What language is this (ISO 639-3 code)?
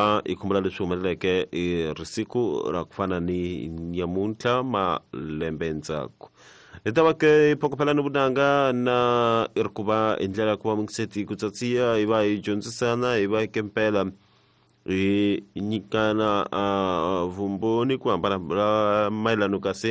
tso